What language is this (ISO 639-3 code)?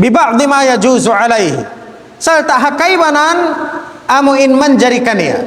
tsg